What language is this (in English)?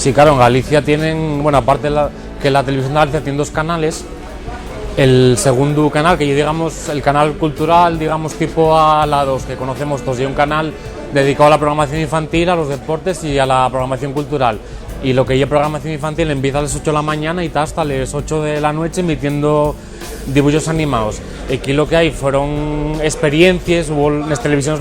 Asturian